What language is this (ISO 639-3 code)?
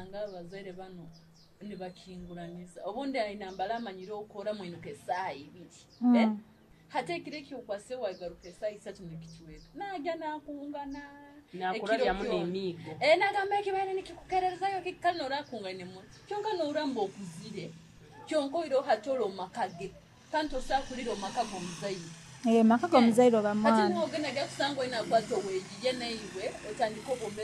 nyo